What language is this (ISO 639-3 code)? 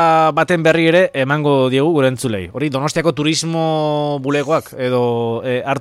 eus